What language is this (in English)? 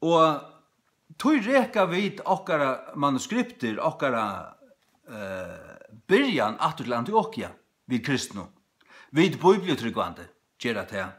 Faroese